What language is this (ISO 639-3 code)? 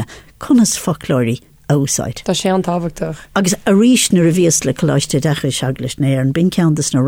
gle